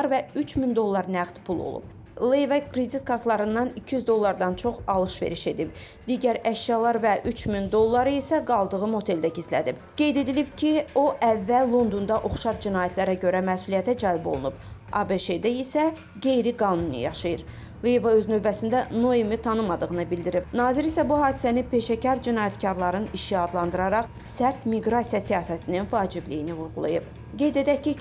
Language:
Azerbaijani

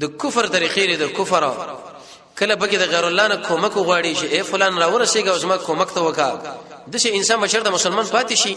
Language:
Pashto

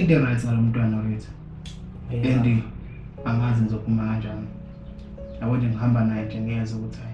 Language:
Zulu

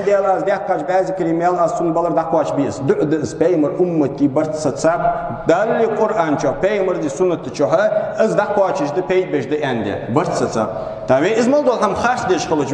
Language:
Ingush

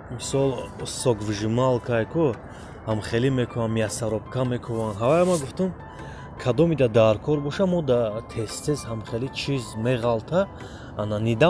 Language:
Tajik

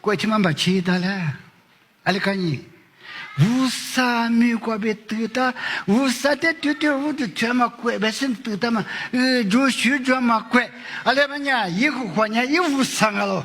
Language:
Lisu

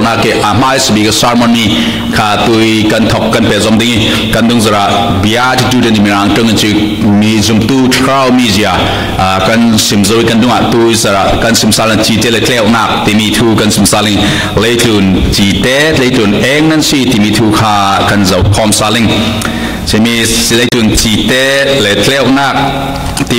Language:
Falam Chin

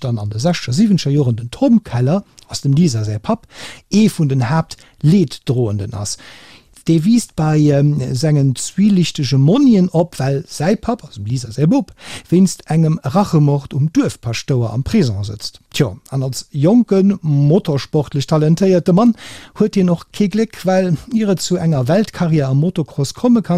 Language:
Luxembourgish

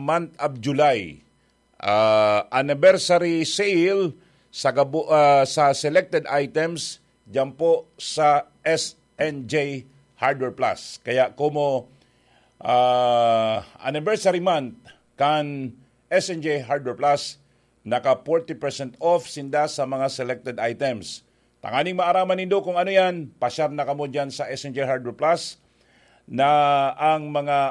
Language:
Bikol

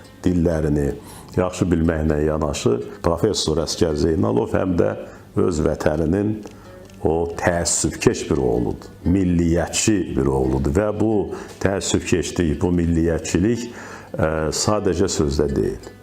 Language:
Azerbaijani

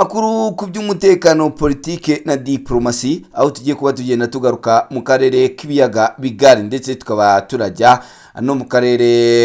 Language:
Kinyarwanda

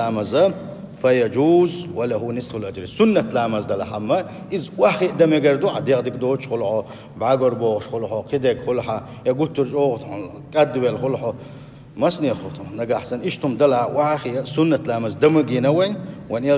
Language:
Chechen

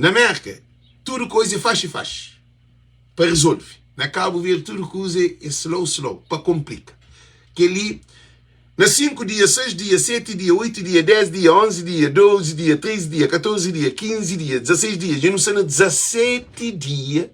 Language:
Kabuverdianu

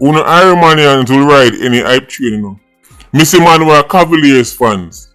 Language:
Jamaican Creole English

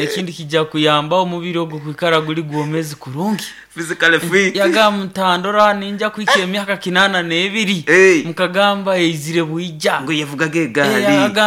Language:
Nyoro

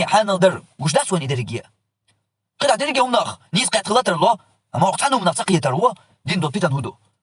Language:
Chechen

